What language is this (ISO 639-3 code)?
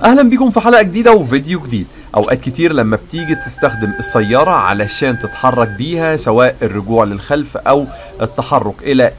arz